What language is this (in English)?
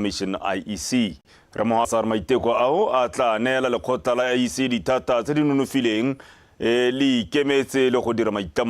Tswana